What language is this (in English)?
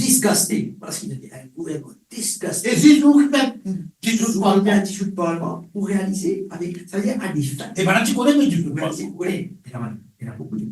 Morisyen